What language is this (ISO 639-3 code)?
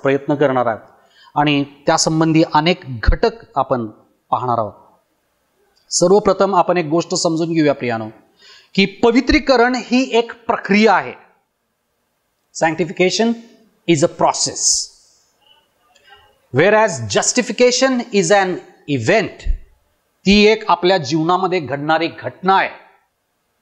mar